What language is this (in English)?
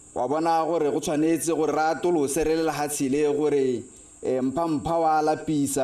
Tswana